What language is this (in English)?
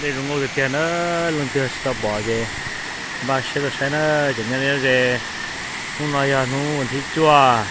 Hmong